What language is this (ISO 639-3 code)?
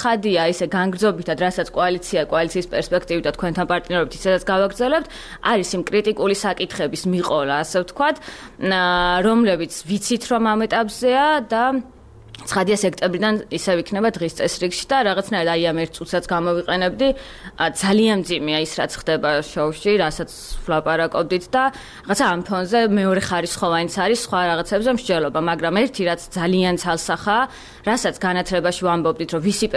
kat